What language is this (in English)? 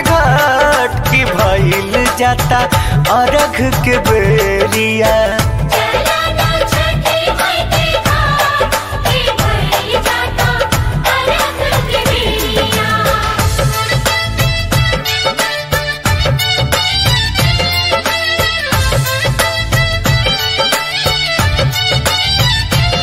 Bhojpuri